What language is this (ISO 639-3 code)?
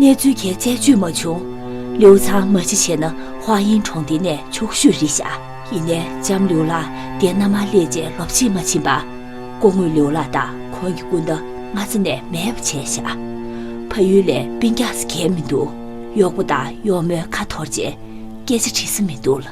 bod